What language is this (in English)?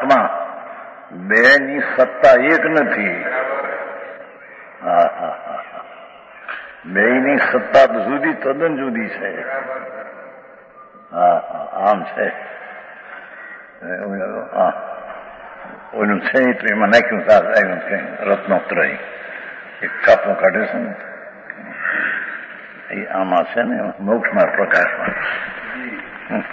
Gujarati